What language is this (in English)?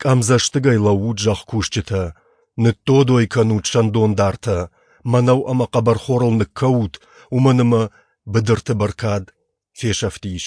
Ossetic